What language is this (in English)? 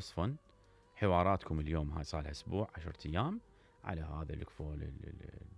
Mesopotamian Arabic